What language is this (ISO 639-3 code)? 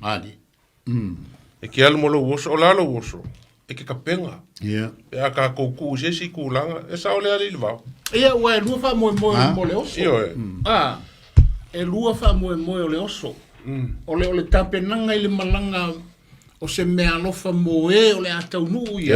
smo